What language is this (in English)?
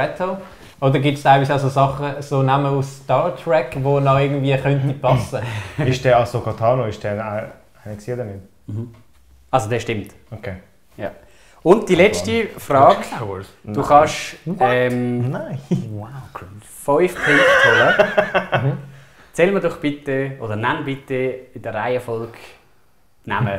Swiss German